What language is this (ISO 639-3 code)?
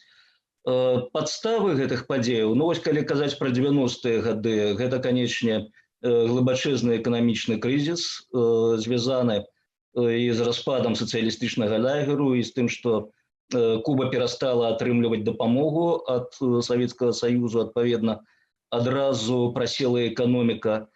bel